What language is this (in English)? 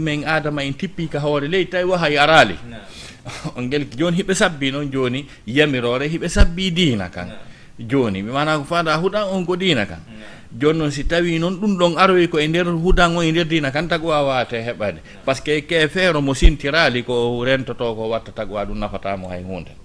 Fula